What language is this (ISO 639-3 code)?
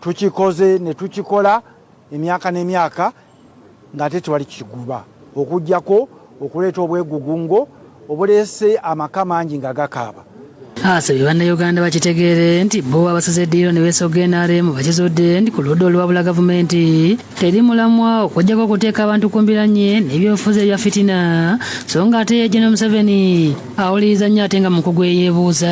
lug